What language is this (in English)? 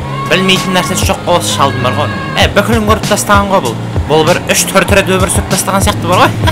Kazakh